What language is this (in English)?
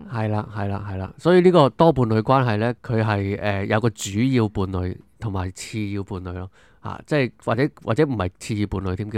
Cantonese